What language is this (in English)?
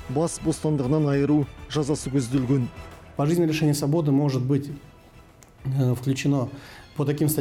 Kazakh